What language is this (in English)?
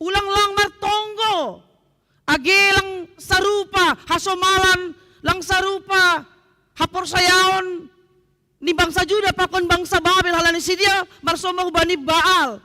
Batak Simalungun